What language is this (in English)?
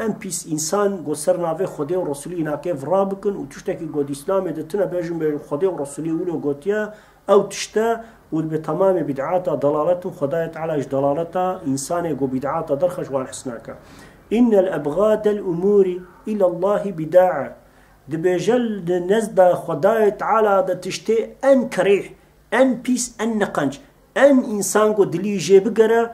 Kurdish